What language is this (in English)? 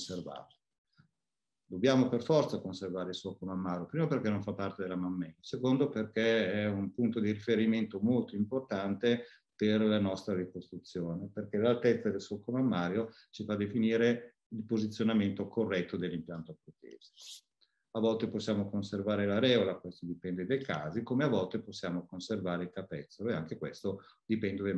Italian